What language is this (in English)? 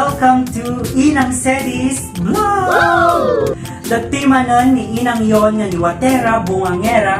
Iloko